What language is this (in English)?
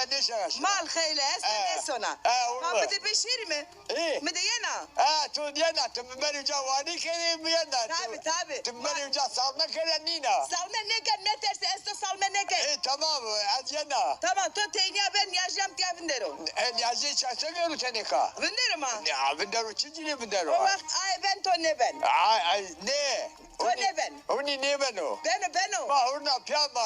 Zaza